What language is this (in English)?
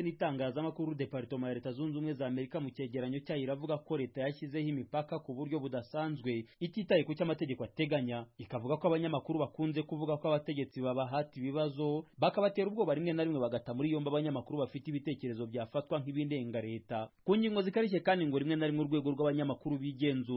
Kinyarwanda